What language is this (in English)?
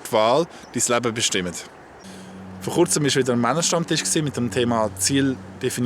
Swiss German